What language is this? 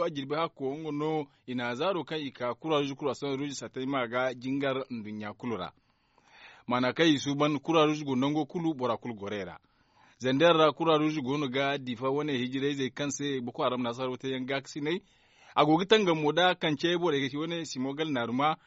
Zarma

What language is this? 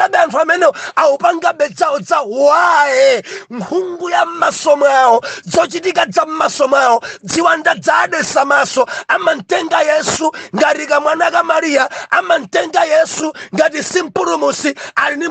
Nyanja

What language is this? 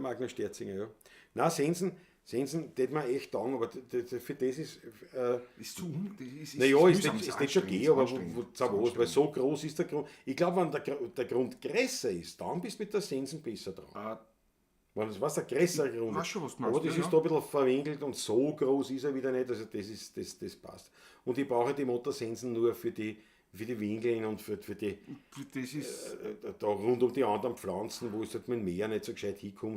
Bavarian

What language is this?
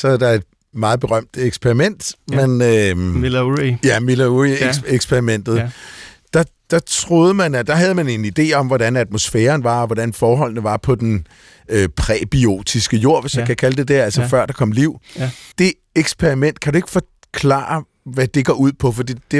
Danish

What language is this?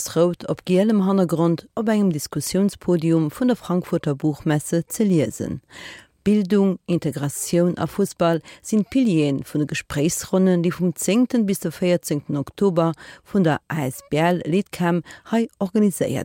Luxembourgish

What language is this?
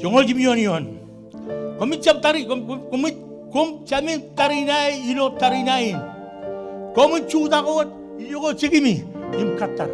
Marshallese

